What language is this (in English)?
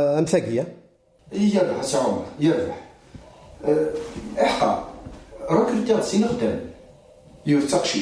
Kabyle